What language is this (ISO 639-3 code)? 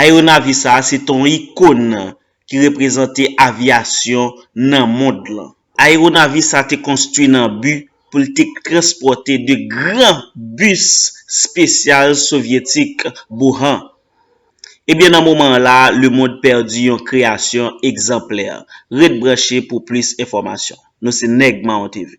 hat